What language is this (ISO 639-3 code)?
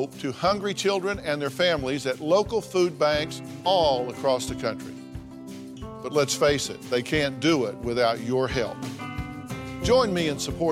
eng